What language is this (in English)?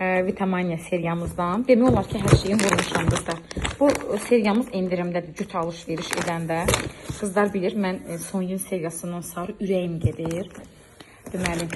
Azerbaijani